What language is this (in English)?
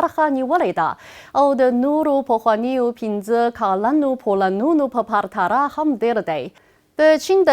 Pashto